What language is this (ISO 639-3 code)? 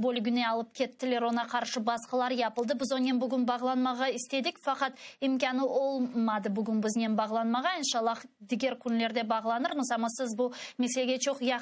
crh